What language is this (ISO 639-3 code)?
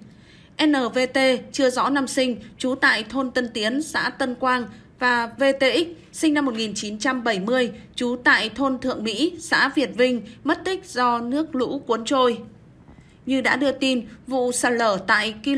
vie